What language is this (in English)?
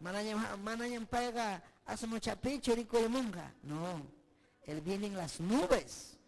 Ayacucho Quechua